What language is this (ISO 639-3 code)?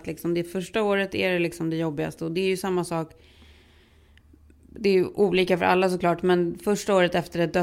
swe